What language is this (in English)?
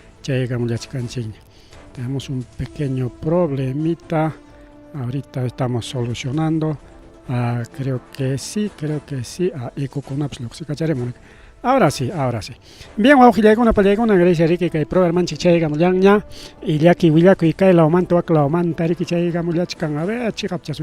Ayacucho Quechua